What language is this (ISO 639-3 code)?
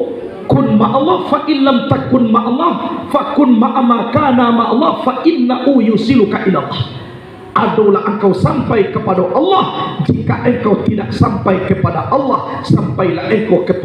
min